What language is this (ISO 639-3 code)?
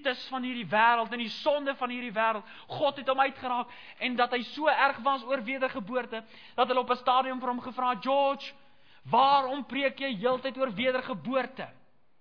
afr